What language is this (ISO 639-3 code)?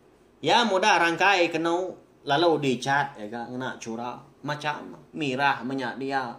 iba